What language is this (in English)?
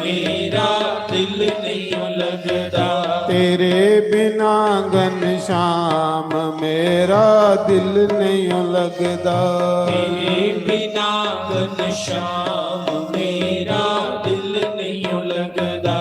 Dogri